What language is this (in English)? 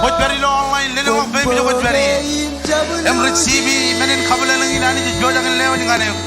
Marshallese